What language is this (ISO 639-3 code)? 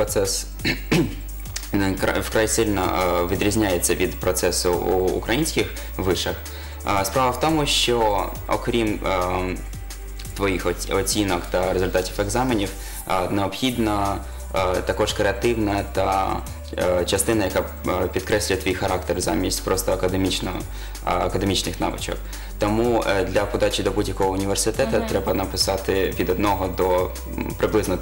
ukr